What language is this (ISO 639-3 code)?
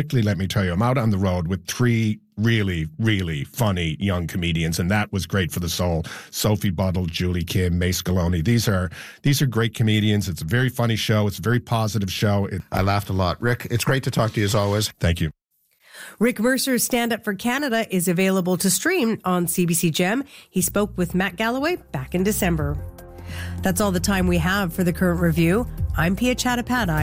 eng